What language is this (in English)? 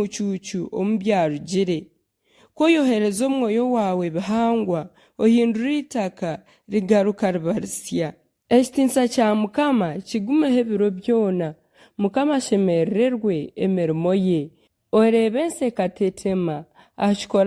Nyankole